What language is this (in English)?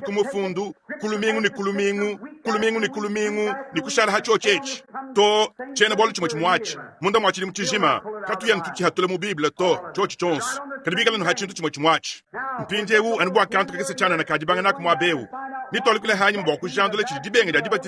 Luba-Lulua